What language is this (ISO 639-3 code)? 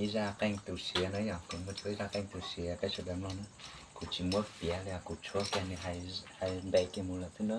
hmn